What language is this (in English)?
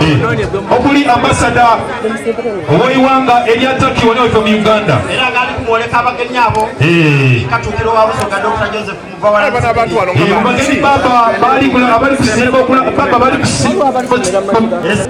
Soga